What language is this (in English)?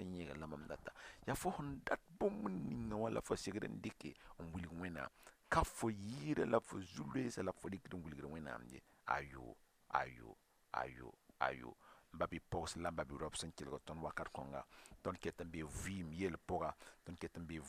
Mossi